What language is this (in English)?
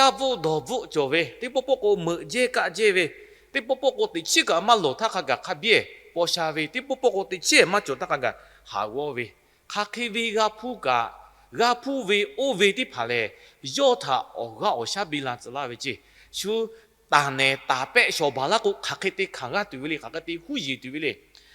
Lahu